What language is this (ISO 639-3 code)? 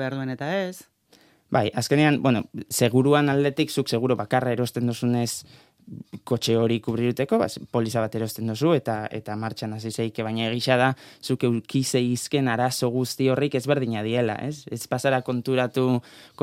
eus